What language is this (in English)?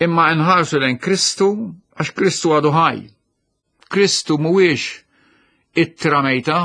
Maltese